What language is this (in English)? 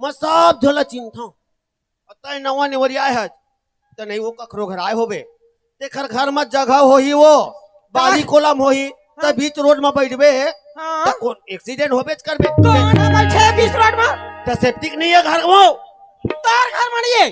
Chhattisgarhi